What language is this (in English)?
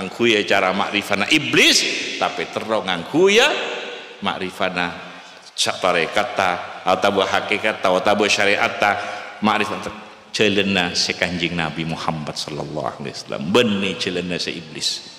Madurese